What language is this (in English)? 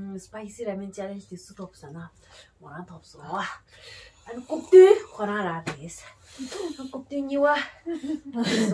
Tibetan